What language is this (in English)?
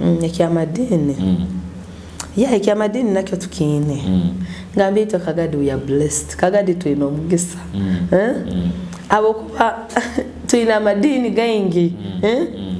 Nyoro